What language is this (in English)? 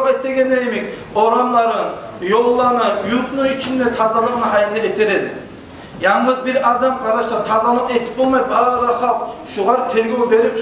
Kumyk